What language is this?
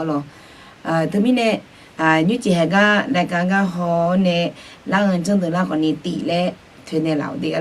Akha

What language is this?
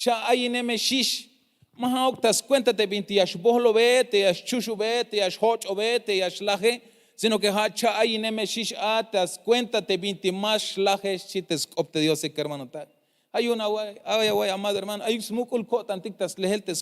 Tzeltal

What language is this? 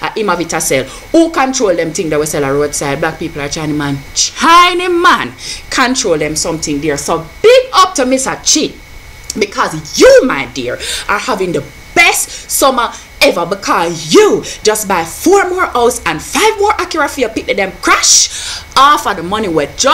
Jamaican Creole English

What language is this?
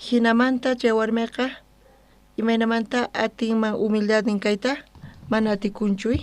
South Bolivian Quechua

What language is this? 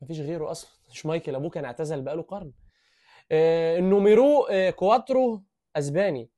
Egyptian Arabic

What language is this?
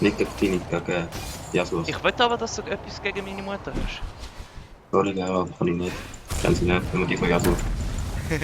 Swiss German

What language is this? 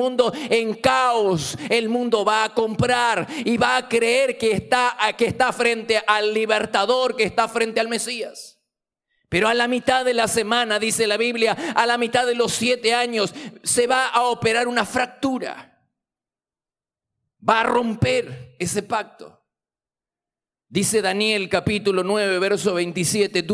Spanish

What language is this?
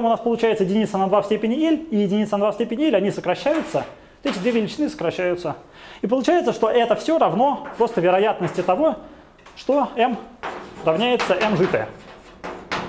Russian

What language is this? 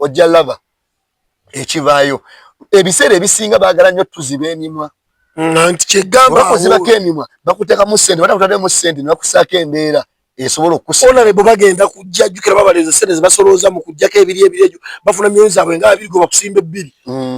Ganda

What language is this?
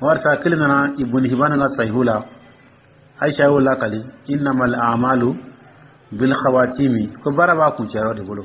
Dyula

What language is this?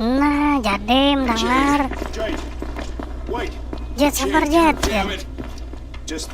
Banjar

